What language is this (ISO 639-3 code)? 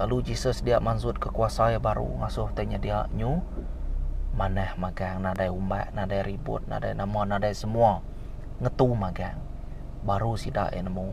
iba